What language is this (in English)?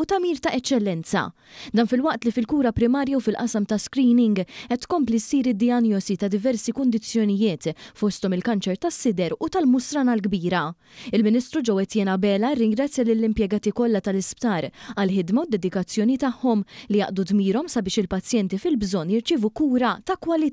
Maltese